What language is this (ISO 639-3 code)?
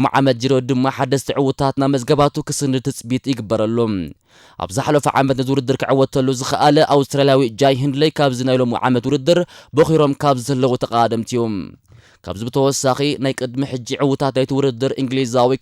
tir